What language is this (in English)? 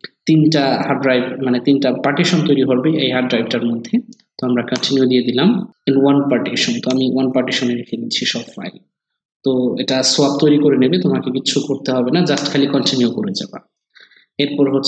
Bangla